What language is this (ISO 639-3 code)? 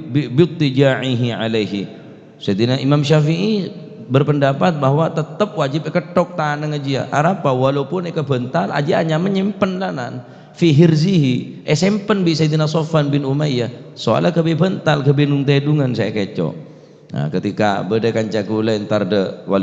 mad